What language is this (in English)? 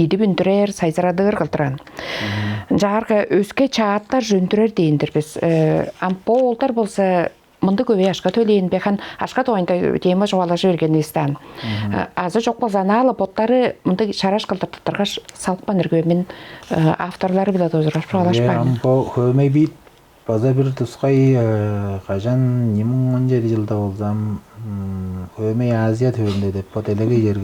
Tuvinian